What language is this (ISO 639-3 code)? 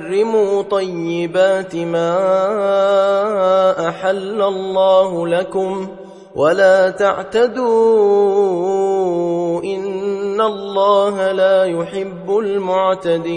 ara